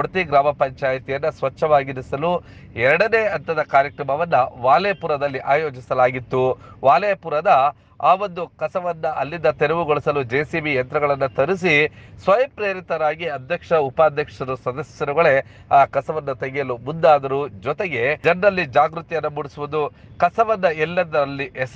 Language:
Kannada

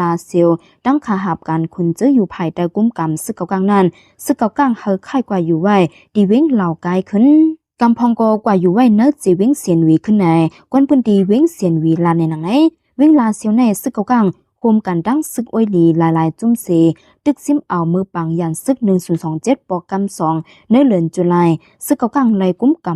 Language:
Shan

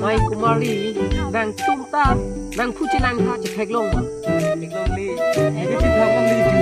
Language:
Karbi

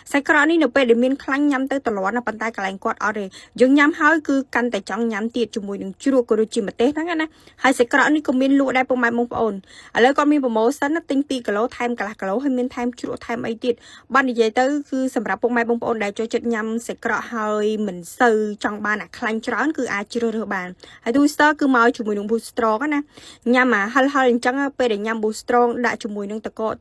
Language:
Khmer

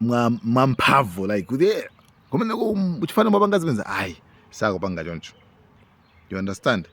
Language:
Nyanja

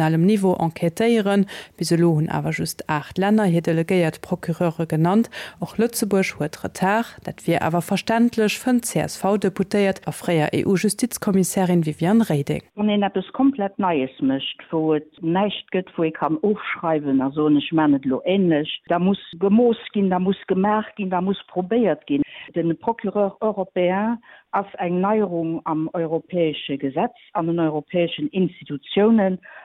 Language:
Luxembourgish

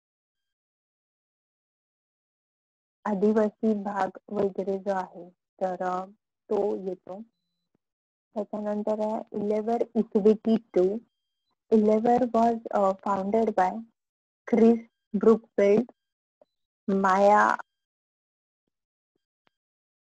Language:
Marathi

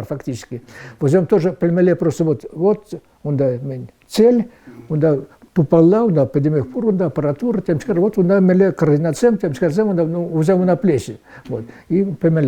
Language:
Chuvash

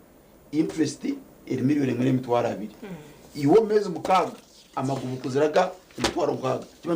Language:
Nyankole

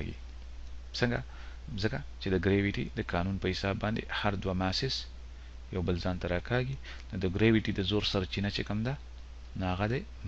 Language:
Pashto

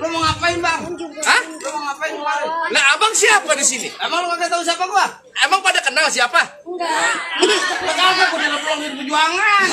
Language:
Betawi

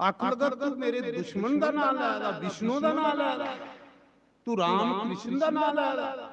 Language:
Dogri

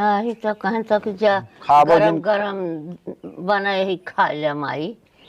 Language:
Awadhi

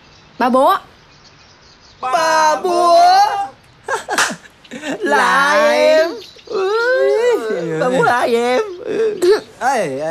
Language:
Vietnamese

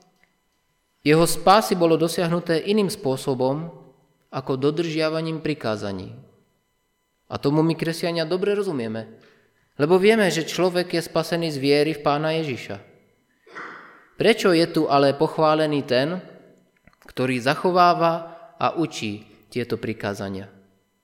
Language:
Slovak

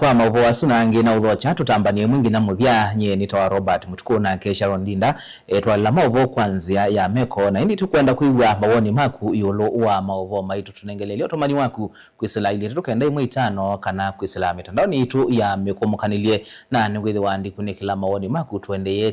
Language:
Kamba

